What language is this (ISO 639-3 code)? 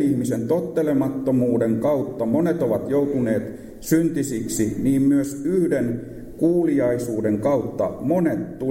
fin